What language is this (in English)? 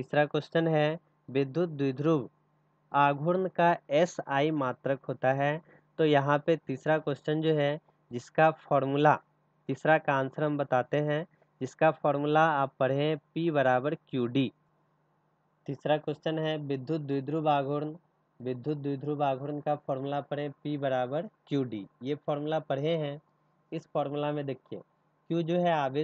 Hindi